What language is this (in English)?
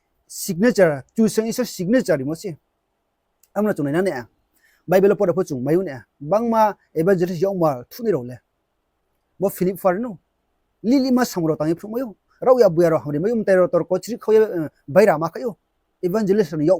Riang (India)